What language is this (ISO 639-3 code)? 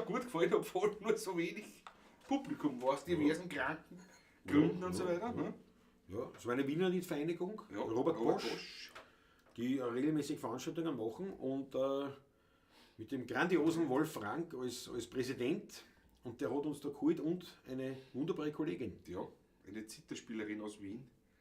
bar